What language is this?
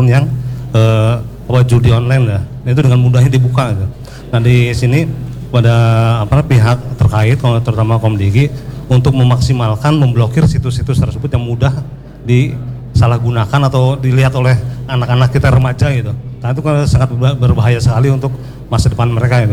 Indonesian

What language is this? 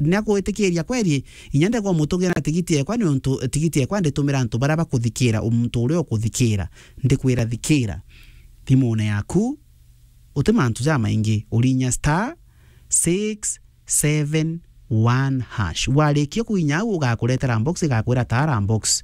Meru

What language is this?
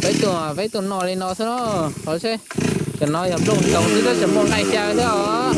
Hmong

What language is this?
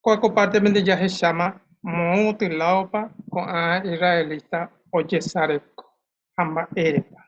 Guarani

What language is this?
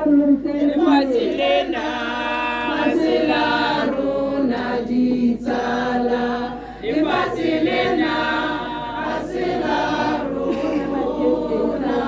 Tswana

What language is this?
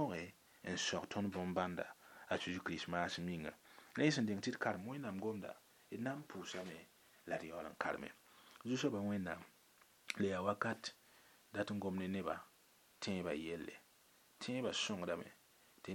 Mossi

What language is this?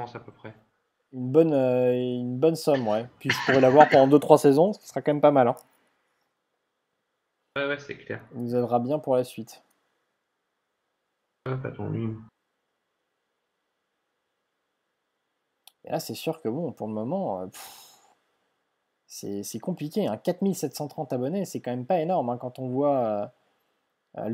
French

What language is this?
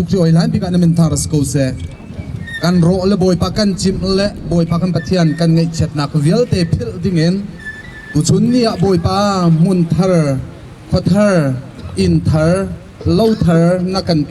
Hakha Chin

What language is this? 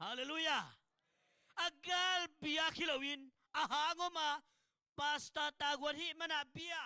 Tedim Chin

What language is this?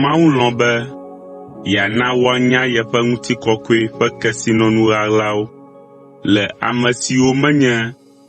Ewe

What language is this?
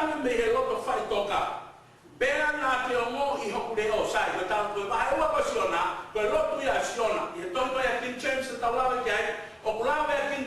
Tongan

